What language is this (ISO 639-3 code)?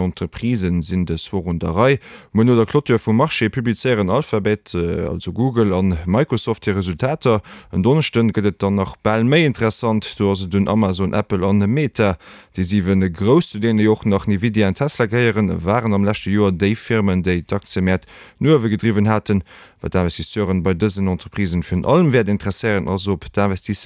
ltz